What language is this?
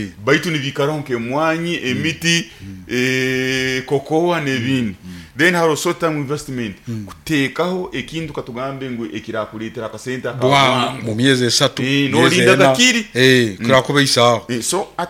Nyoro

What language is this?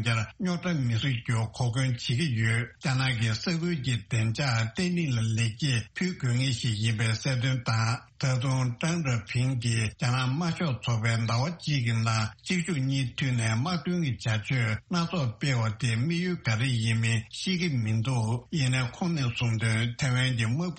Tibetan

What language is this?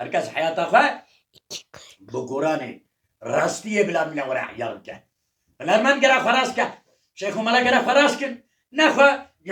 Kurdish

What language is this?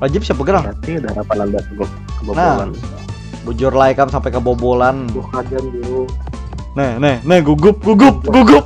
Banjar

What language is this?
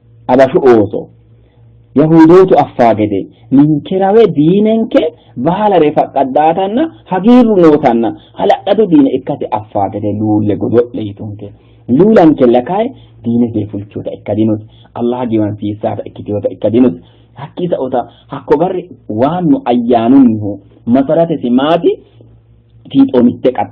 Sidamo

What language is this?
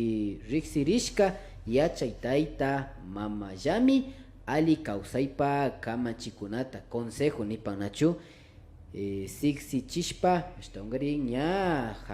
Imbabura Highland Quichua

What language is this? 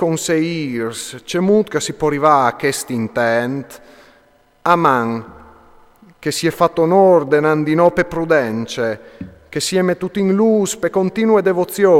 Friulian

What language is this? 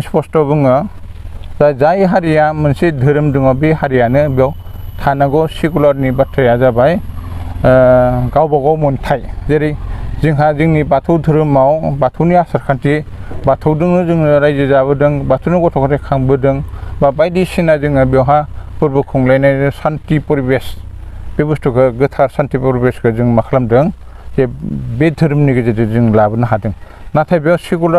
Bodo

